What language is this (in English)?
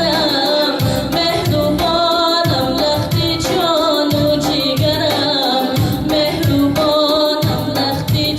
Tajik